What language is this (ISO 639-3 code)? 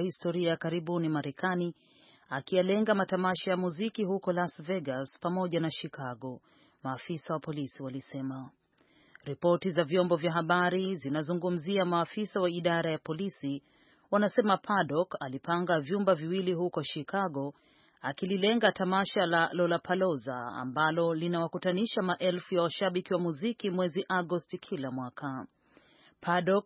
swa